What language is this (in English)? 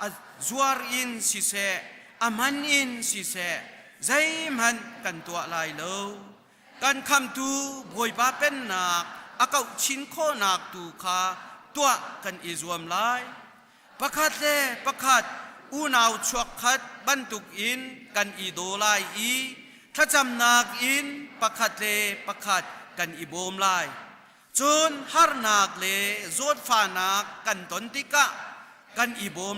Hakha Chin